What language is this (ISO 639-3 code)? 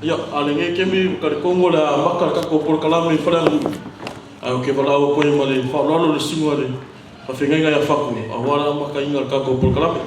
smo